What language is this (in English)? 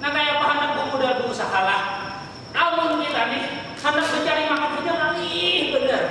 Banjar